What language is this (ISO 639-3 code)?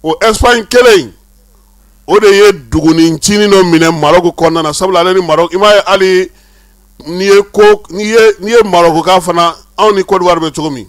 bam